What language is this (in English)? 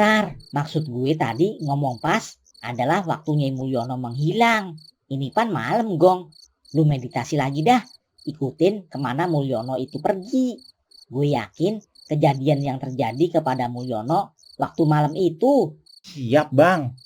Betawi